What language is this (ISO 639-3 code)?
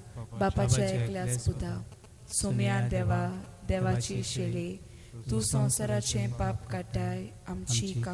kok